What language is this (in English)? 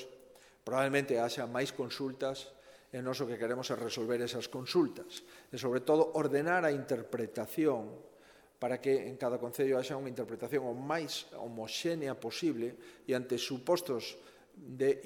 Galician